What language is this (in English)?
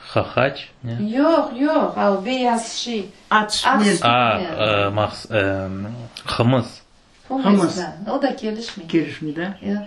Crimean Tatar